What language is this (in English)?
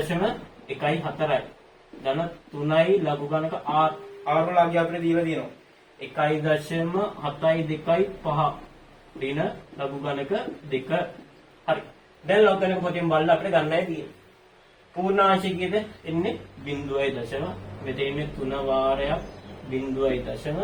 Sinhala